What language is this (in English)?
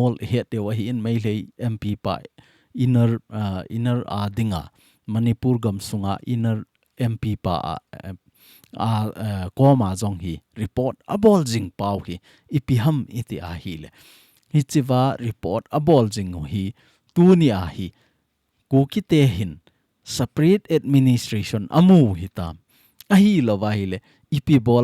Thado Chin